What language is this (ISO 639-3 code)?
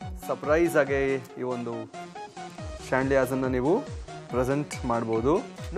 kan